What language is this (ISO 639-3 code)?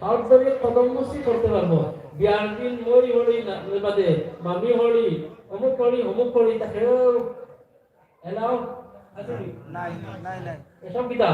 syl